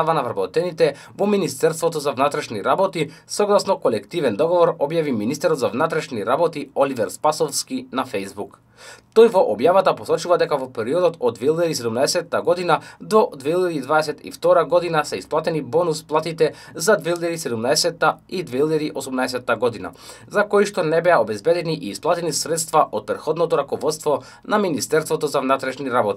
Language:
Macedonian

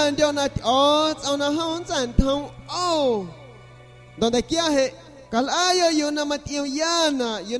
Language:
San Pedro Amuzgos Amuzgo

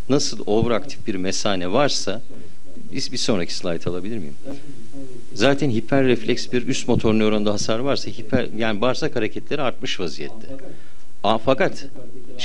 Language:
Turkish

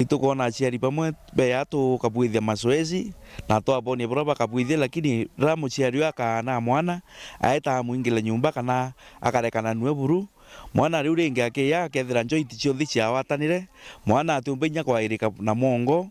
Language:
Meru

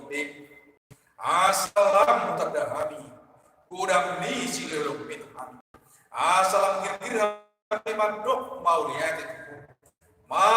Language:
Batak Toba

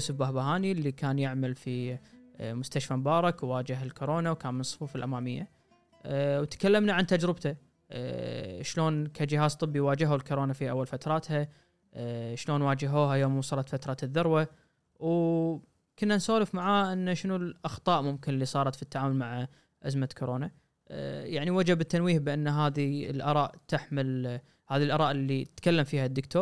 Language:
Gulf Arabic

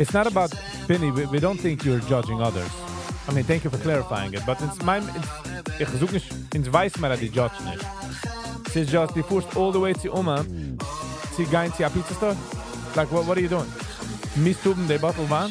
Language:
Yiddish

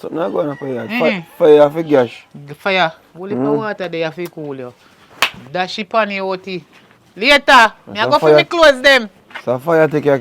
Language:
Jamaican Creole English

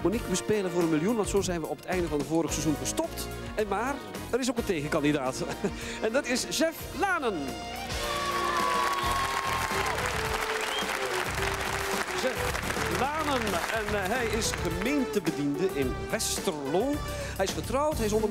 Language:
Dutch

